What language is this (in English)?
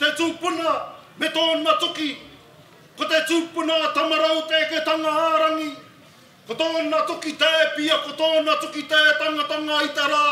Māori